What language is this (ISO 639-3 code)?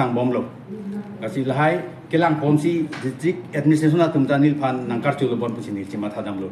mjw